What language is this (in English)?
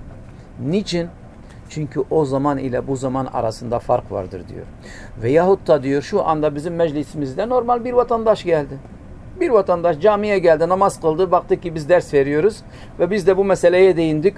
Turkish